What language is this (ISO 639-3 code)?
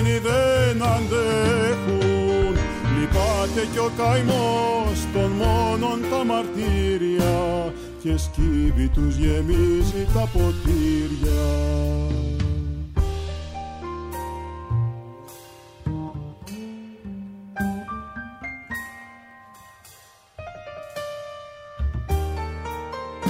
ell